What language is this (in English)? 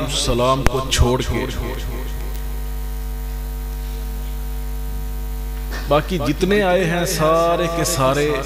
Urdu